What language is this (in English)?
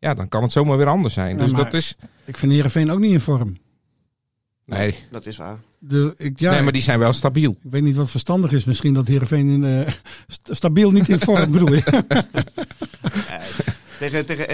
Dutch